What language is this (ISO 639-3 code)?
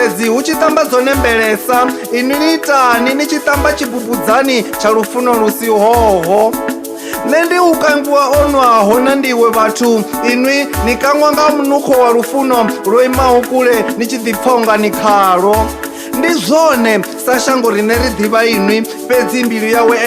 ven